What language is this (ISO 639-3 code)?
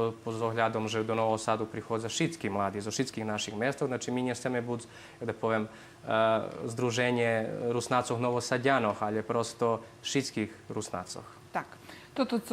rue